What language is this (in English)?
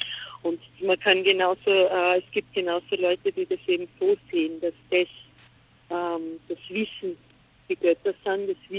German